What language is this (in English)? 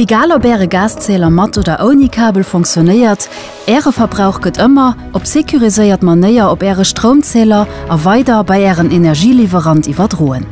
Luxembourgish